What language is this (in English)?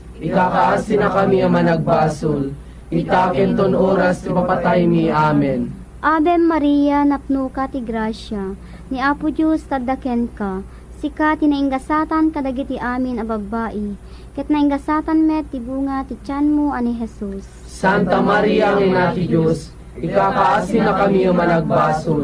Iloko